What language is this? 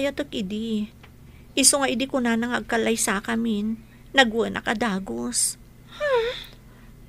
Iloko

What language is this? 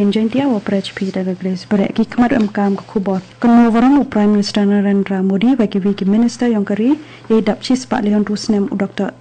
Khasi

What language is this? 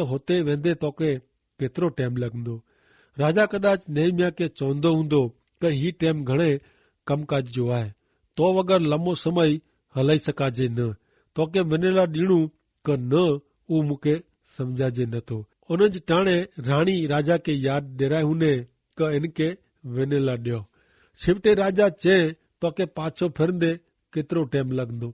Kachhi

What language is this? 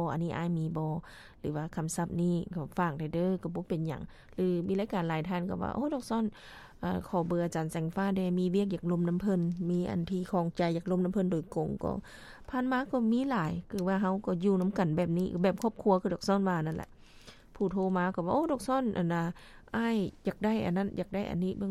Lao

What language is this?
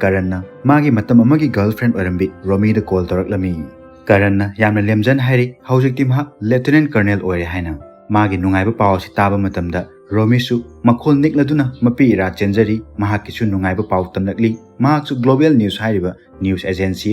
Manipuri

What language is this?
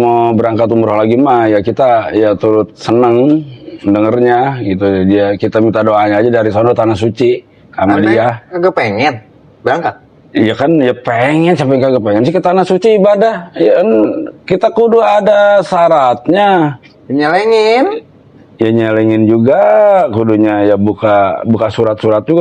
Betawi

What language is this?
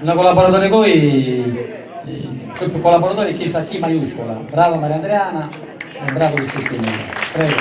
Sardinian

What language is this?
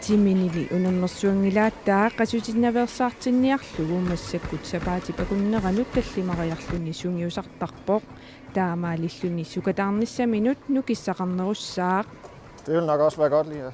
Kalaallisut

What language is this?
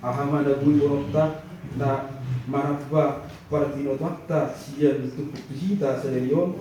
Batak Toba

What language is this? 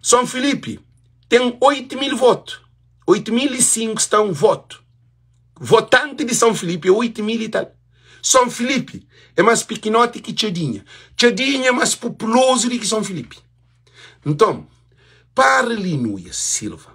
Kabuverdianu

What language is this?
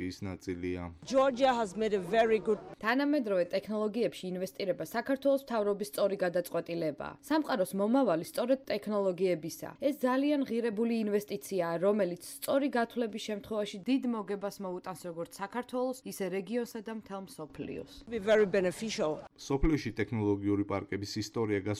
Georgian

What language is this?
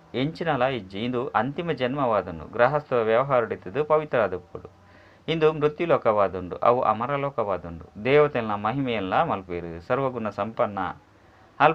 Tulu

